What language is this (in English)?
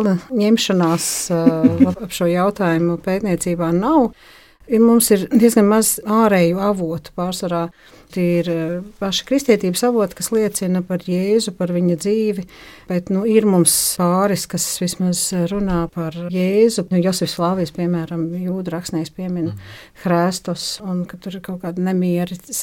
Latvian